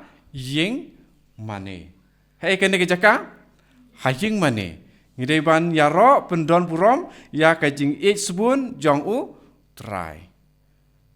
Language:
Khasi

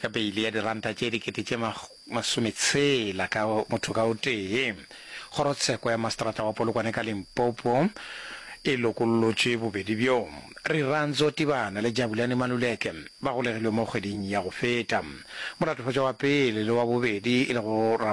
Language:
Northern Sotho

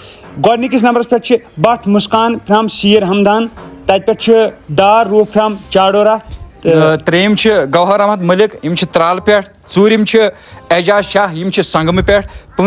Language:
Kashmiri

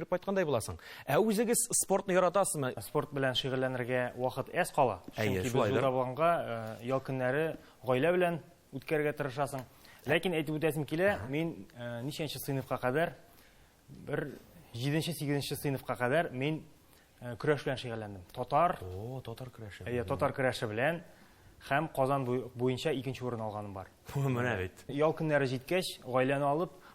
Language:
Tatar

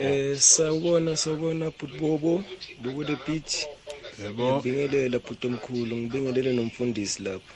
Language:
South Ndebele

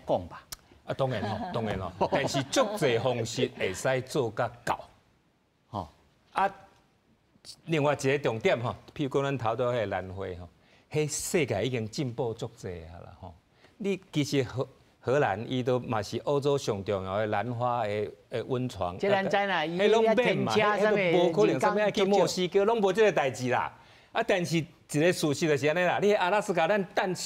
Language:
Min Nan Chinese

